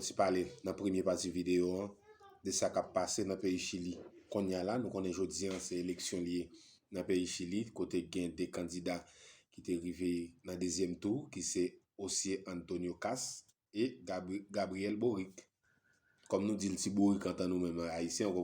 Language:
Haitian Creole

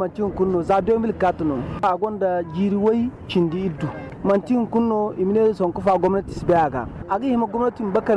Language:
Zarma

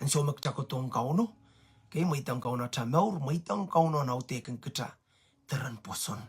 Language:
Pohnpeian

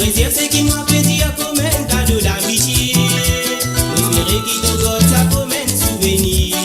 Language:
Morisyen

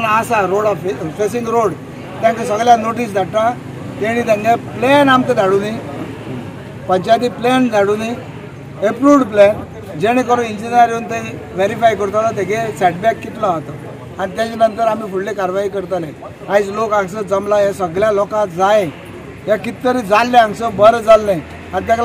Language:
Konkani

